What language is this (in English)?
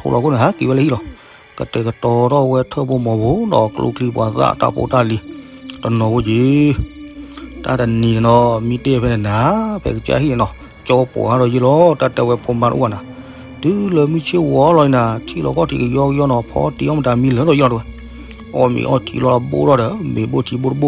S'gaw Karen